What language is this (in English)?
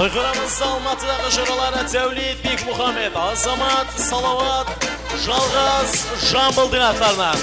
Kara-Kalpak